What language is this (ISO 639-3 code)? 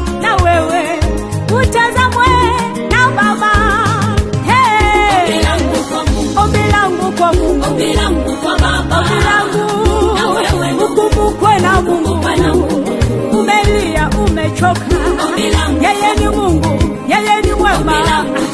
swa